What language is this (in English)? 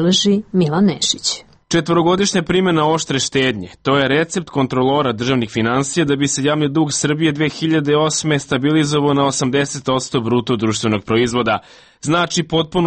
Serbian